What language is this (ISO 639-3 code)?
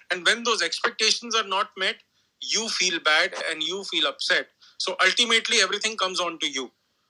eng